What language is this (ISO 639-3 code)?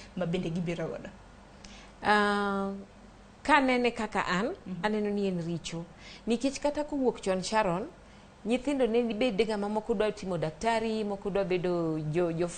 luo